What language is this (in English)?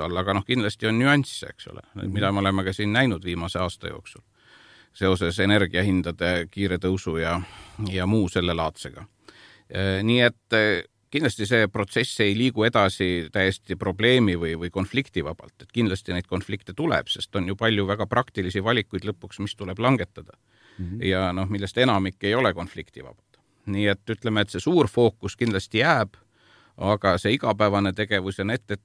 Estonian